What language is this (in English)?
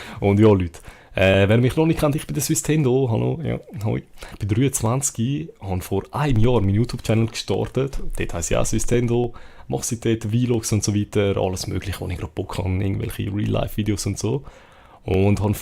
Swiss German